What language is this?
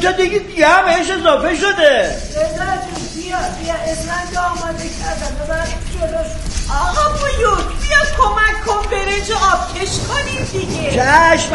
Persian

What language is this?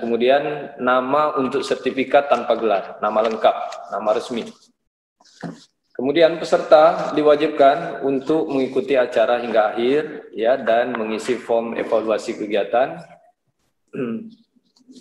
Indonesian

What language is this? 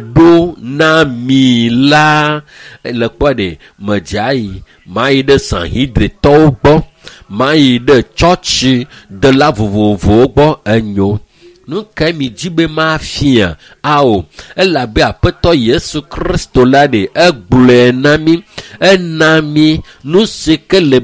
Ewe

